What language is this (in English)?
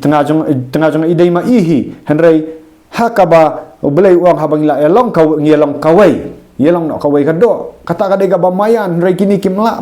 Khasi